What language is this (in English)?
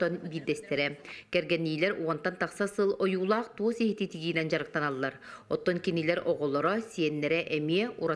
Yakut